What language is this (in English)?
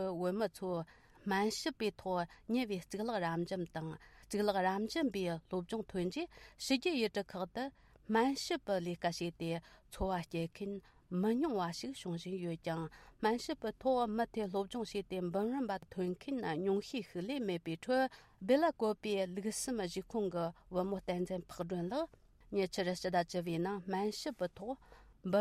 Tibetan